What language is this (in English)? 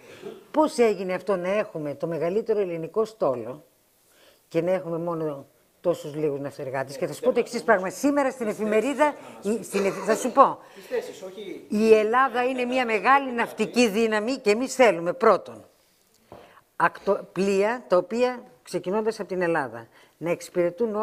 Greek